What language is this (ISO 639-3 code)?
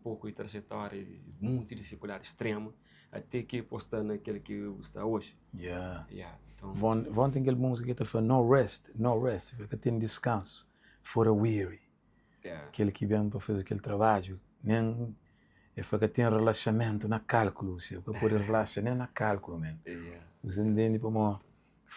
kea